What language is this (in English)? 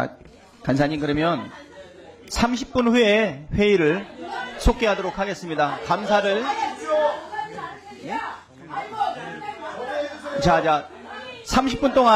Korean